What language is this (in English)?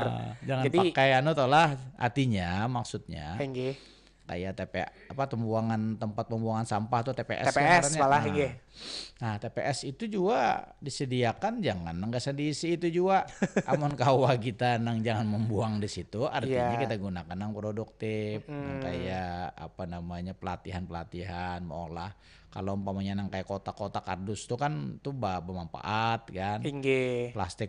Banjar